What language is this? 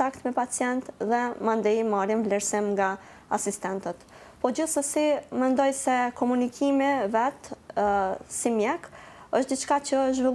Albanian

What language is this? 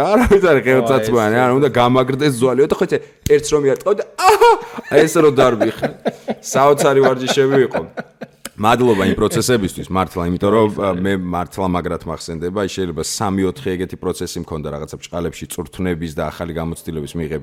Georgian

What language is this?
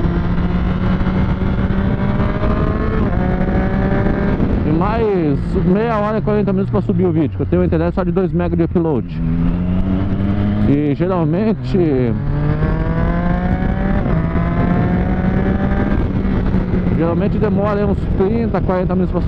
Portuguese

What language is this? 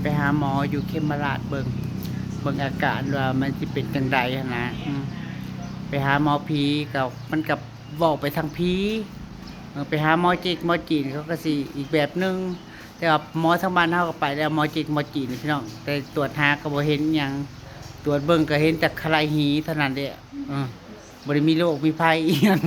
Northeastern Thai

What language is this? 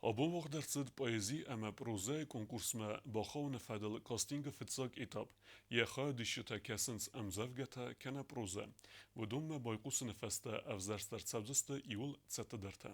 Ossetic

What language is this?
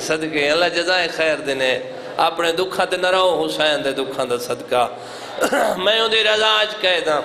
Saraiki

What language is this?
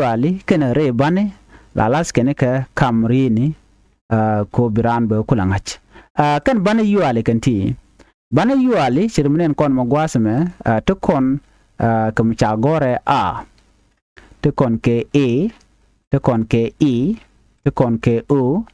Nuer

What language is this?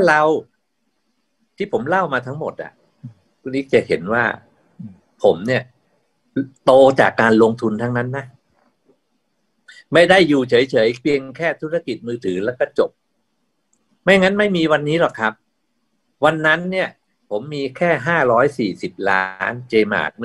Thai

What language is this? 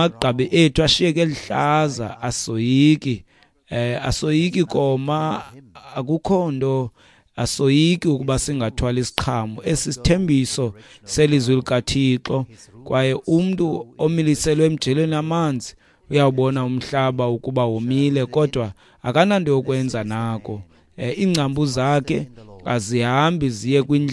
Xhosa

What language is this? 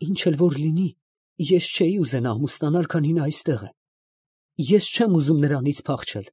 Armenian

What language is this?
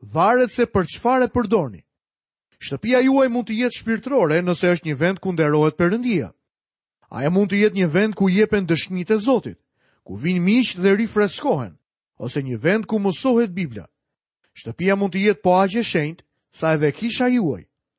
Albanian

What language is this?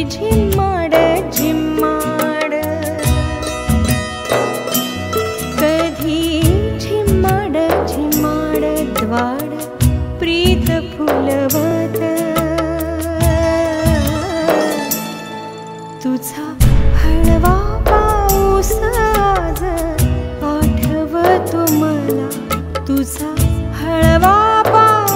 Marathi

